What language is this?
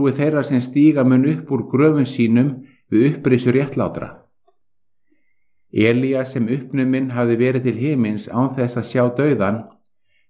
Icelandic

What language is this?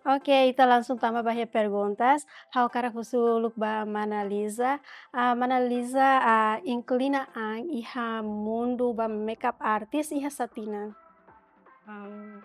Tetum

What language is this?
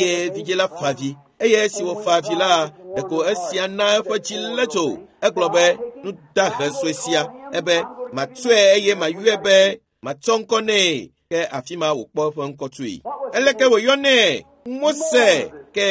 Ewe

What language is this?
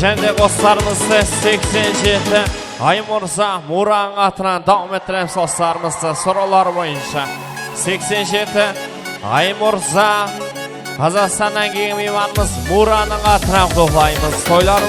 Kara-Kalpak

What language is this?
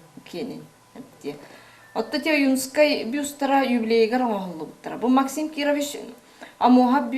Yakut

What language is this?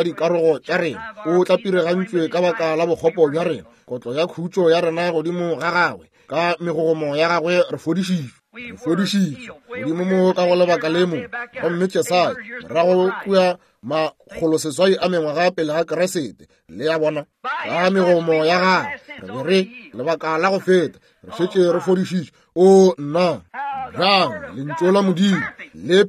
Northern Sotho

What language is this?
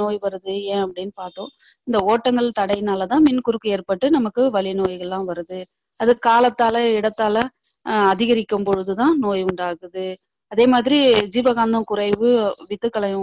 Tamil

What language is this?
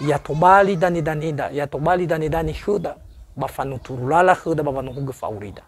Nias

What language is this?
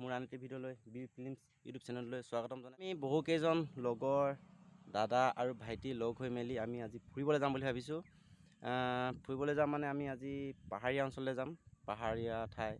Assamese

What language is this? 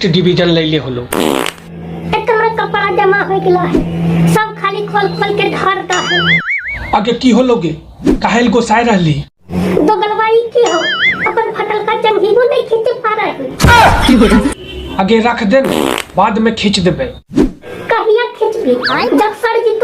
Magahi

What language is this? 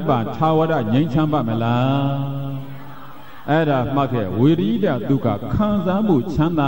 Burmese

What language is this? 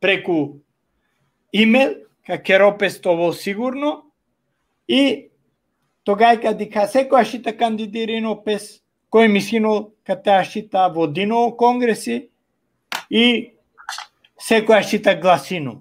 Balkan Romani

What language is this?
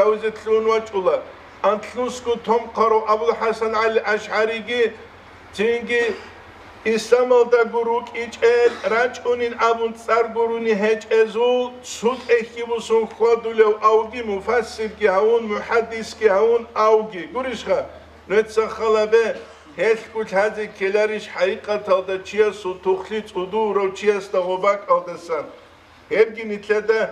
Avaric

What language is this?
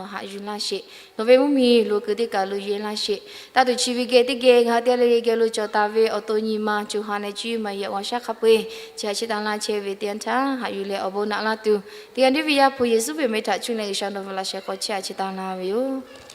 Lahu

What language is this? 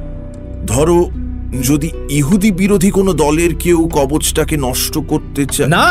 Bangla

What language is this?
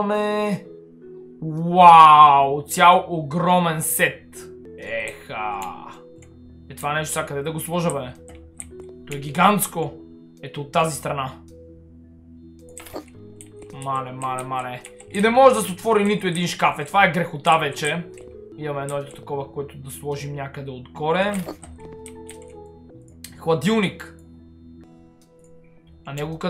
Bulgarian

